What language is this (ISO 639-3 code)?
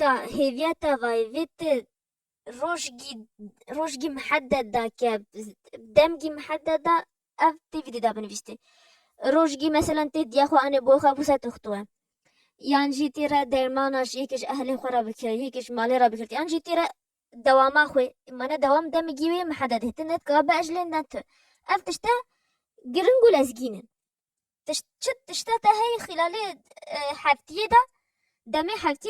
kur